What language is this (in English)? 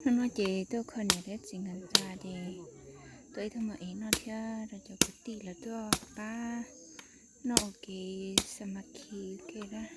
Hmong